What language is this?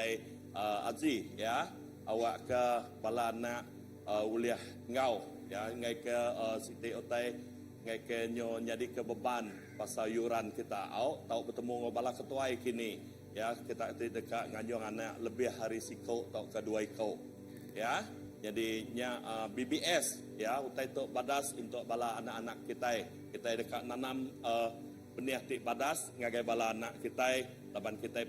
Iban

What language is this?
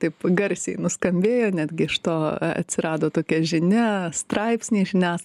Lithuanian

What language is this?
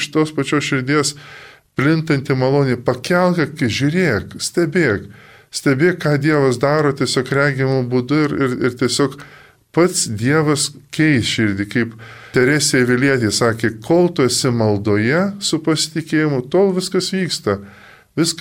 Lithuanian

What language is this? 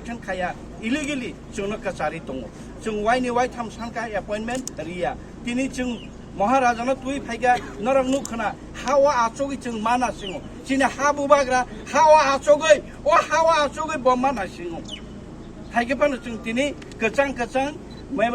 Kok Borok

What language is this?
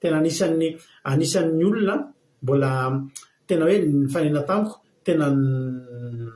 Malagasy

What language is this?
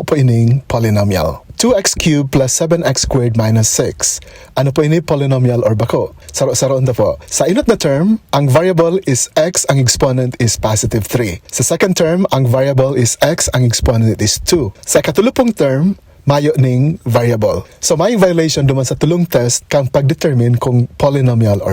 Bikol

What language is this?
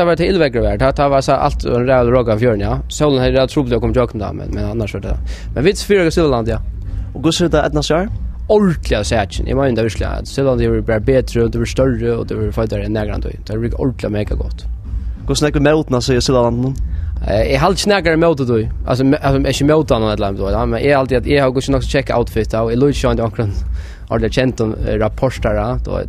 Faroese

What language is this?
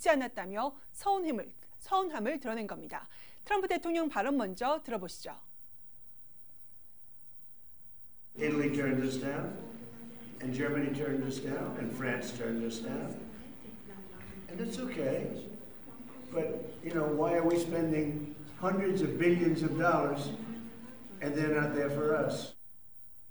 Korean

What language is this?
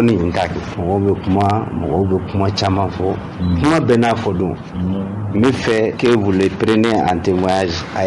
Bambara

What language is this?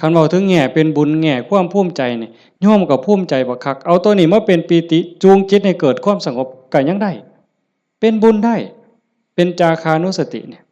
Northeastern Thai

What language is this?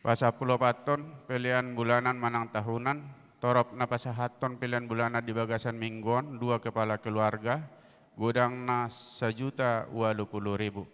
Batak Toba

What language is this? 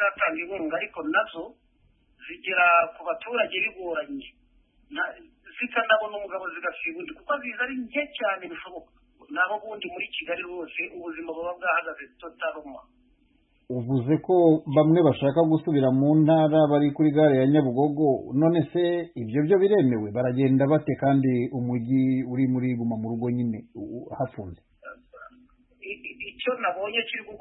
Kinyarwanda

